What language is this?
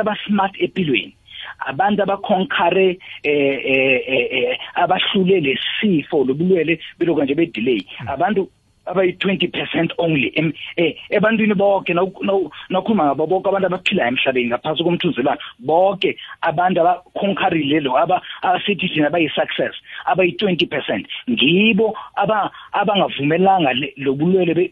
South Ndebele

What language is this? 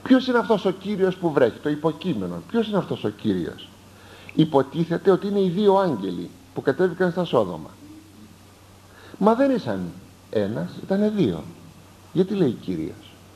Greek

